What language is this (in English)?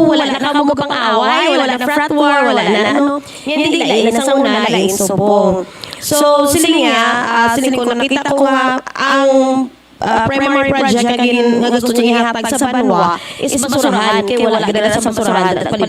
Hiligaynon